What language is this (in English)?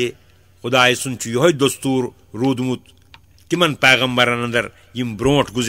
Kashmiri